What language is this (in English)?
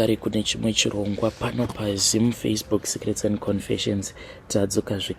Shona